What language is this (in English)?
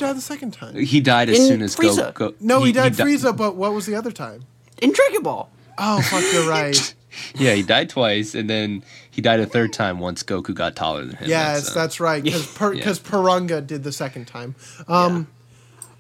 English